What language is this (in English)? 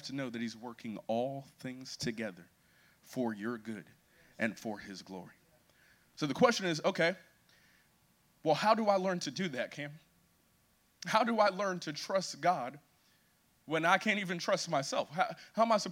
English